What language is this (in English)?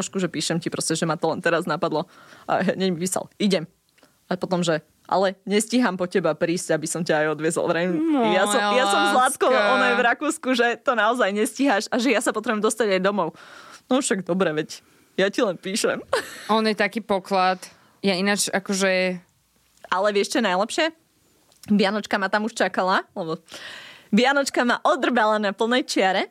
Slovak